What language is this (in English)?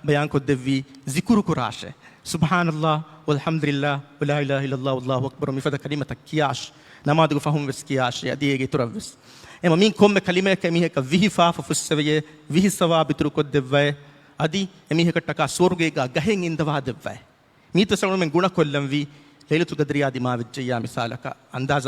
Divehi